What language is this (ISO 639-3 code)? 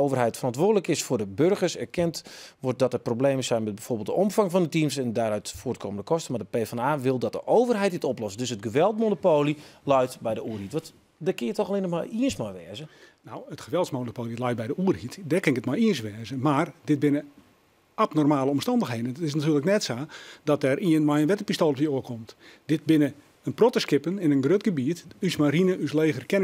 fry